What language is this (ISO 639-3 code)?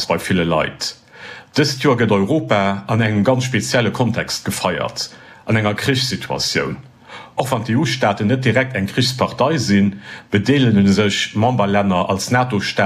ltz